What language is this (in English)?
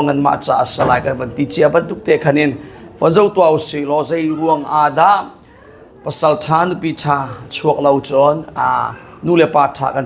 Hakha Chin